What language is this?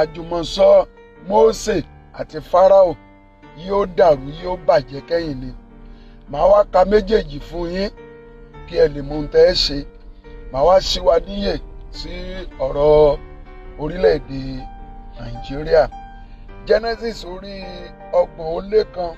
Yoruba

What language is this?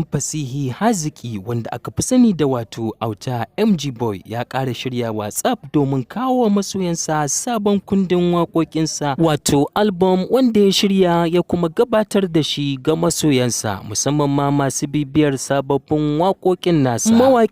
Hausa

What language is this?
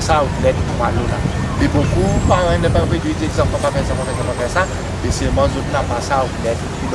Seselwa Creole French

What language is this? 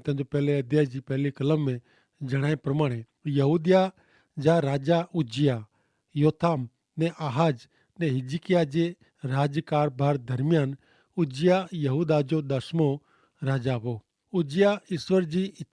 Kachhi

